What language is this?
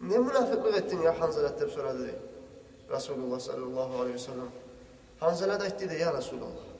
Kumyk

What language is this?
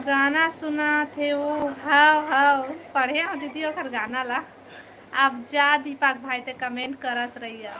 Chhattisgarhi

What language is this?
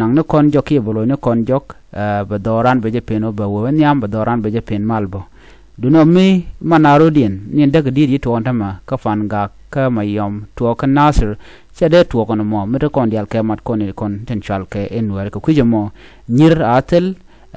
Nuer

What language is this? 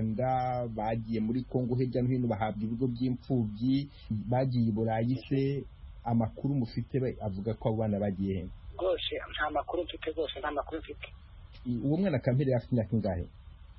Kinyarwanda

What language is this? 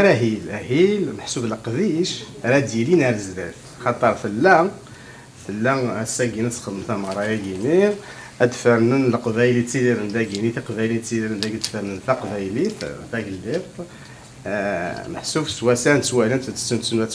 Kabyle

